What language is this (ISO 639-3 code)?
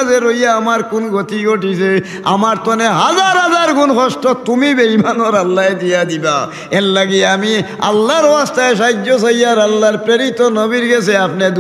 syl